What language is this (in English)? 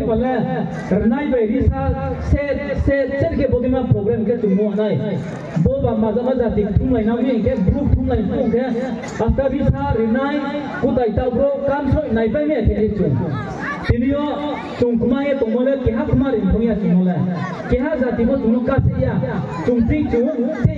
Riang (India)